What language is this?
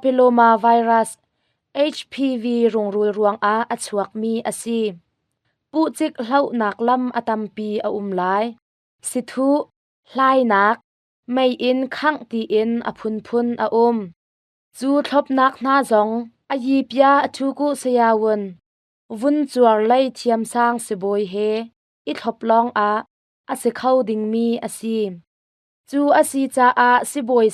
Hakha Chin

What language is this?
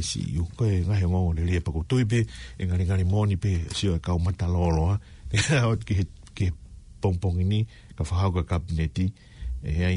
Tongan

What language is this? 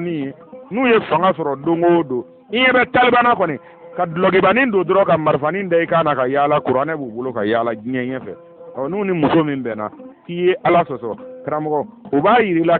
Bambara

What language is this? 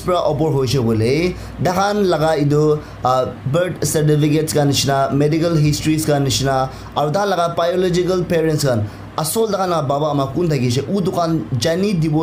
Naga Pidgin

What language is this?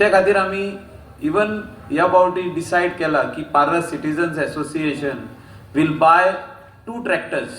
Konkani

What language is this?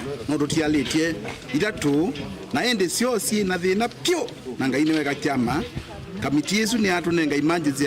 Kamba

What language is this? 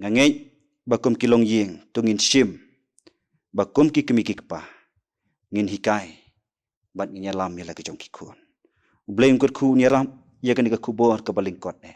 Khasi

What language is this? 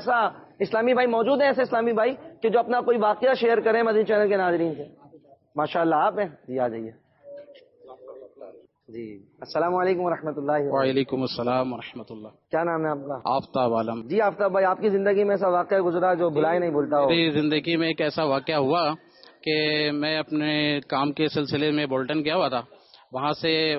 Urdu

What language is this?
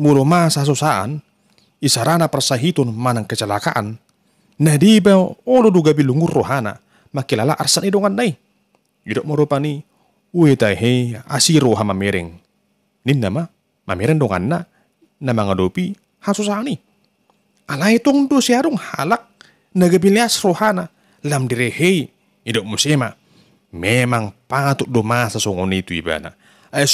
Batak Toba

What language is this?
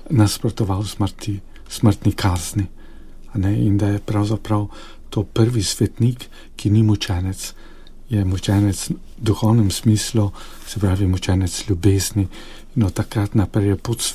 Slovenian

